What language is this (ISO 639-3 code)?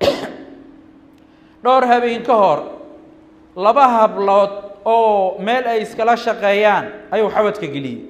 som